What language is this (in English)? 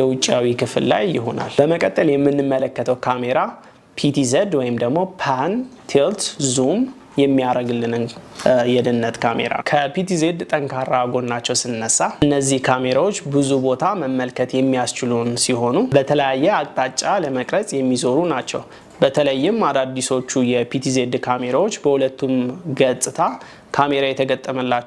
Amharic